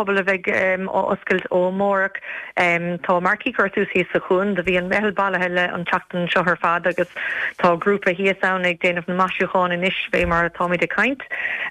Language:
Irish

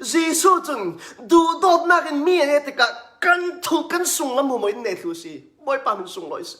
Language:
Hakha Chin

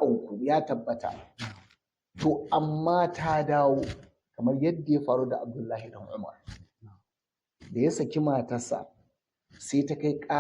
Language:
Hausa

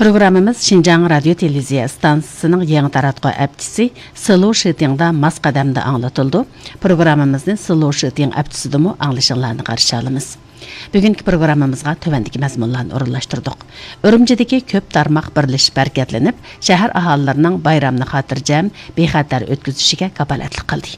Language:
Uyghur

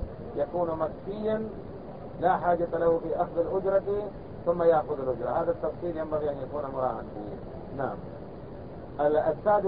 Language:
Arabic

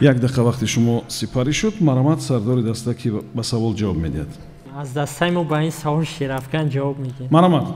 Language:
Tajik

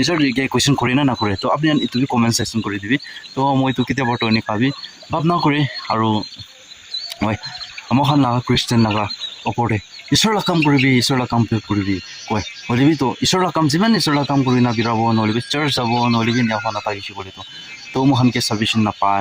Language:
Naga Pidgin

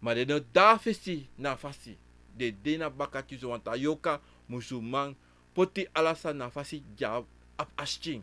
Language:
Sranan Tongo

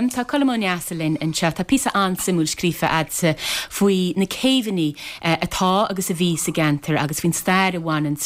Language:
Irish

